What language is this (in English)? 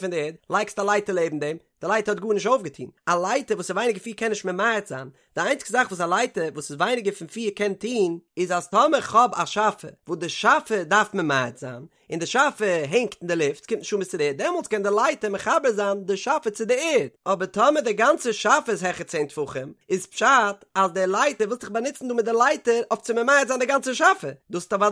Yiddish